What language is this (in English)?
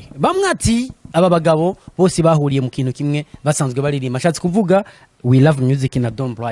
Rundi